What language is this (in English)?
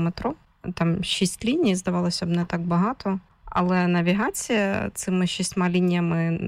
Ukrainian